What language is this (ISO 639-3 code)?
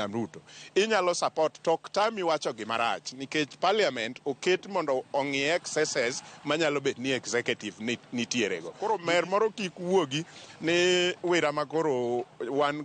luo